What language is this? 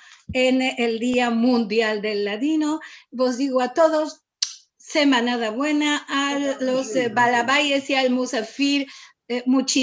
Ladino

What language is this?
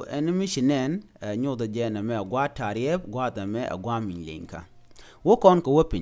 Nuer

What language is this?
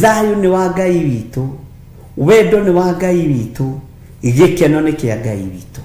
Kikuyu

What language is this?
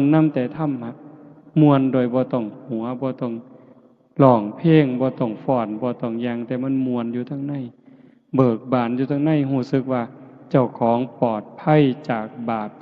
Northeastern Thai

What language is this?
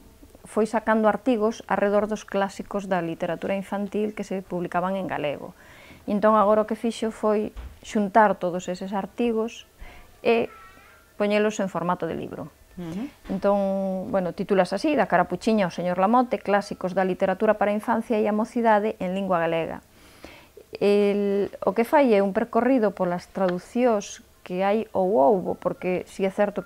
Galician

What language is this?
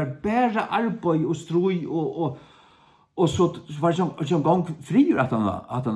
Faroese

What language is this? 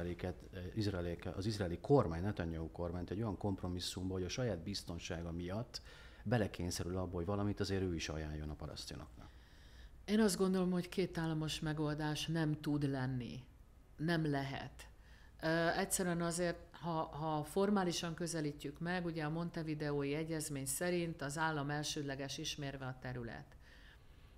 Hungarian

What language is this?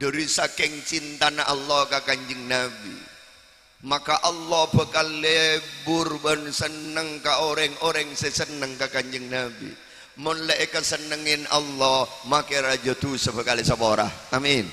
Madurese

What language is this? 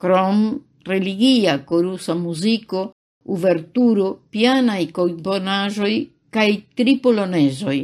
Esperanto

